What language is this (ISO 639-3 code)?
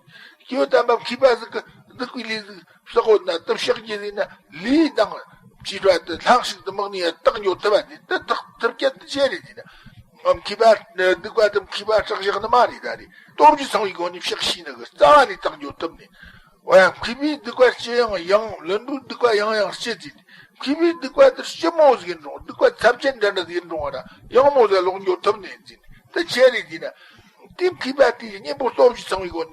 bod